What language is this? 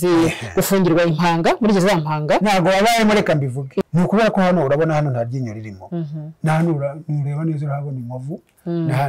Kinyarwanda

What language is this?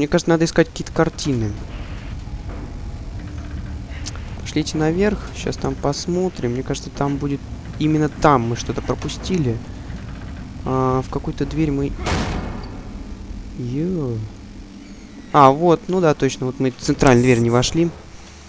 Russian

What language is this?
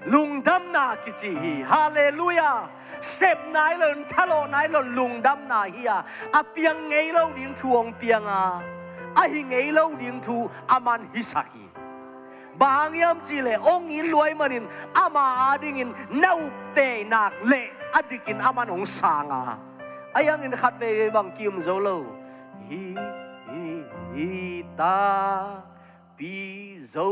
Tedim Chin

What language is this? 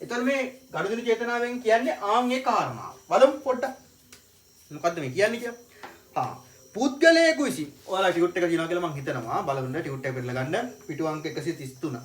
Sinhala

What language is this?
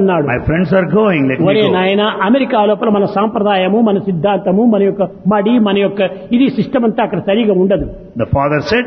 Telugu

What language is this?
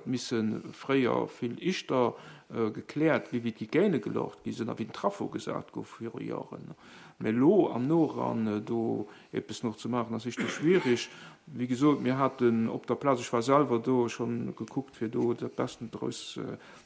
Luxembourgish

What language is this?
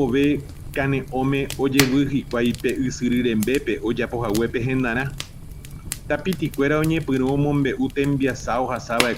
Guarani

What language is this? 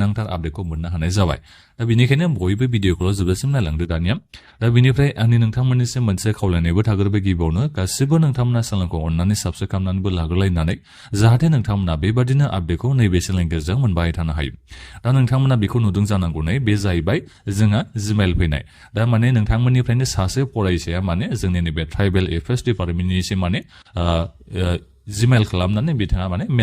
Bodo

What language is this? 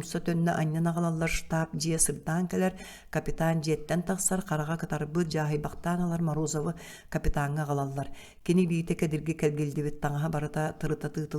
Yakut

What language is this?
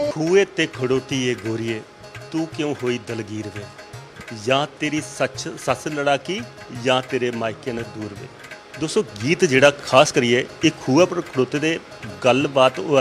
Dogri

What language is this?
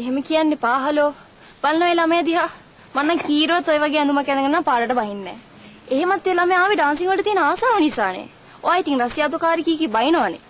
Sinhala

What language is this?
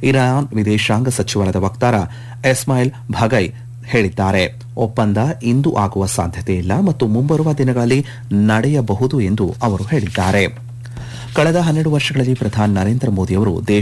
Kannada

